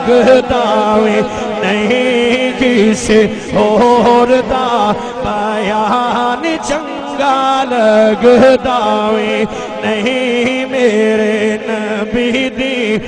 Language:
Saraiki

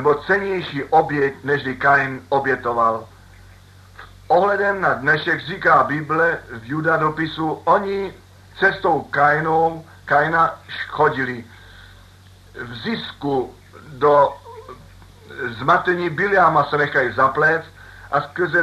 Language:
Czech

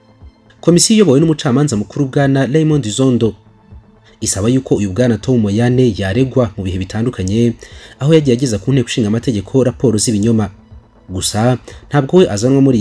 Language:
Kinyarwanda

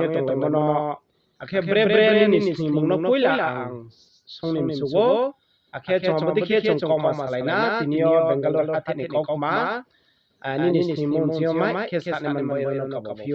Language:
Riang (India)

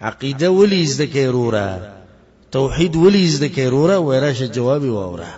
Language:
Pashto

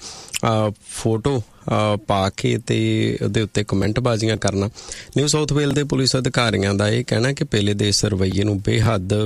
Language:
Punjabi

